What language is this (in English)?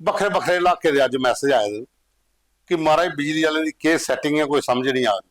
Dogri